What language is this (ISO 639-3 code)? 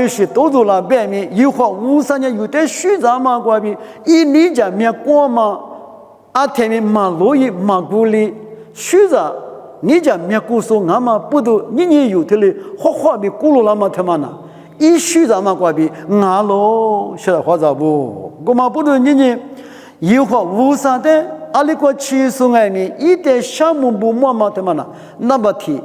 lis